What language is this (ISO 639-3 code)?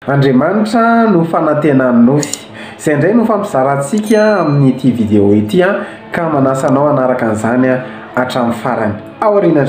mlg